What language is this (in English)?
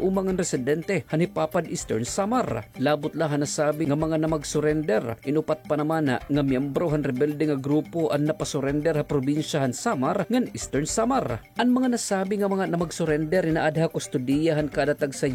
Waray